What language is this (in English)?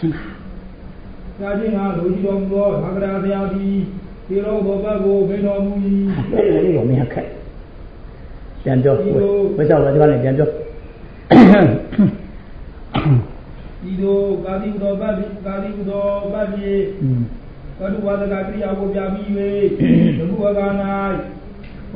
Burmese